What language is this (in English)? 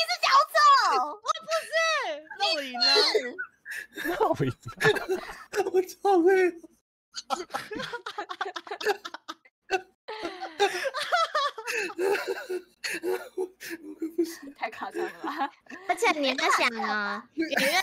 Chinese